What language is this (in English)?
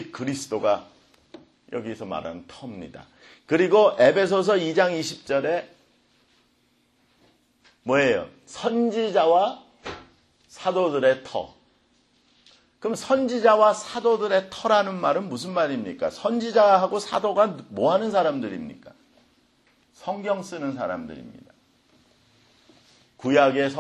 Korean